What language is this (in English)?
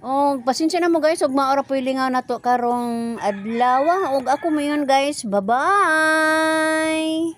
Cebuano